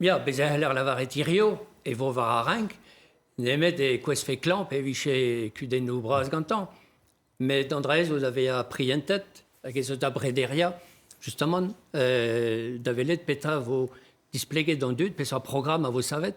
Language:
Breton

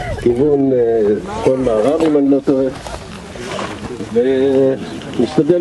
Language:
Hebrew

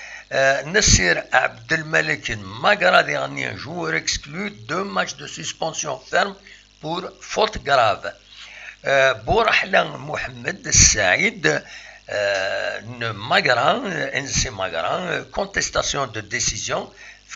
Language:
Kabyle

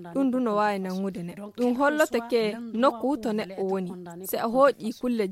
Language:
Fula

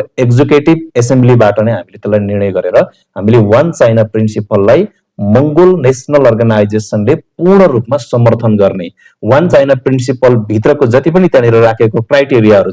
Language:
Nepali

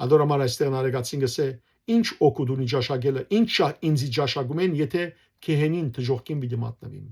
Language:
Western Armenian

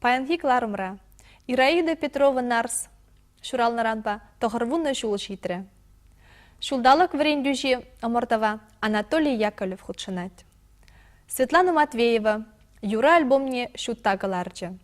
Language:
Chuvash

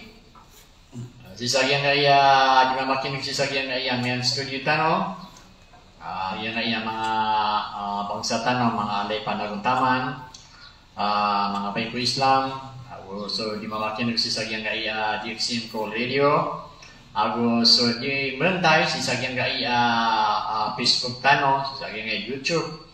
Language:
Maranao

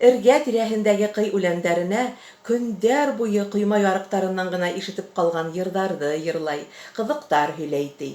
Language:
Bashkir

